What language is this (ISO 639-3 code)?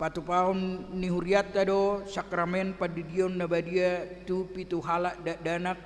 bbc